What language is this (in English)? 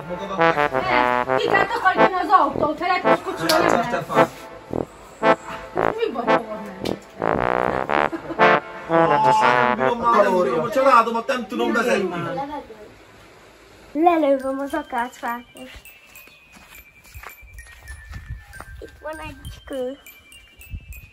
Hungarian